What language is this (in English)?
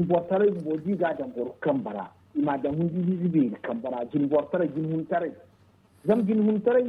Zarma